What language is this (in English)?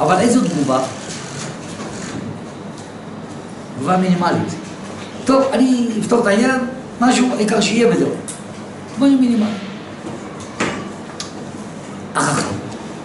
Hebrew